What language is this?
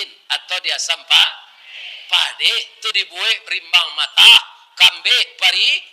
Minangkabau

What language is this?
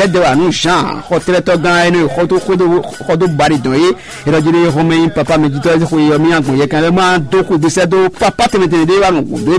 Fon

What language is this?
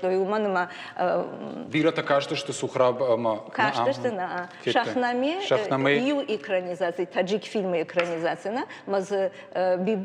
Ossetic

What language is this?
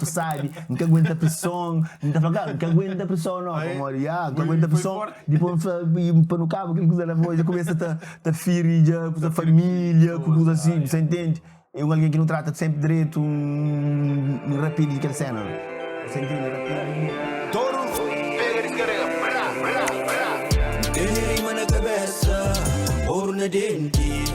Kabuverdianu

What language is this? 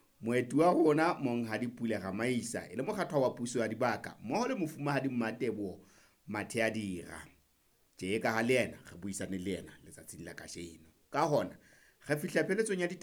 Southern Sotho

